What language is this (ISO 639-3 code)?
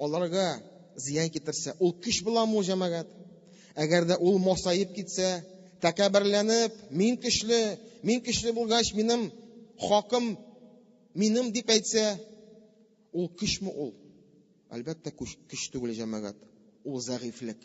tat